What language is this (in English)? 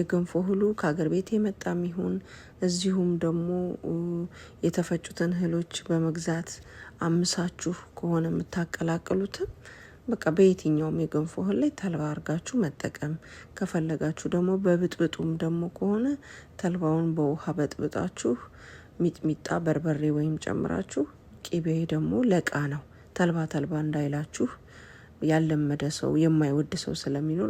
Amharic